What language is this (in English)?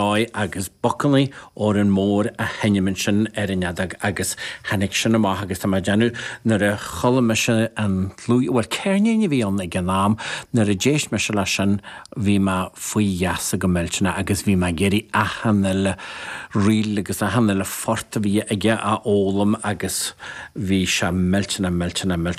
Irish